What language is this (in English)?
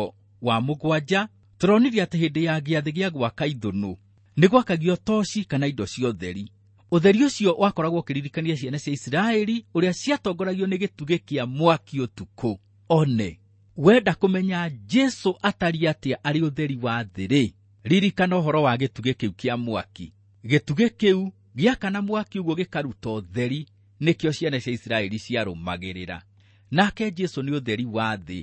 Kikuyu